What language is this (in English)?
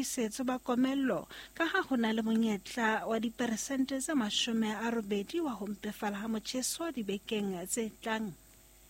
Southern Sotho